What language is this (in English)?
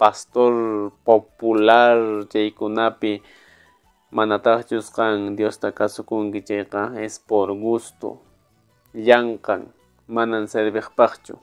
Quechua